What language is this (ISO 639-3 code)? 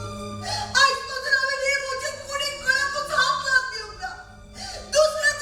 kok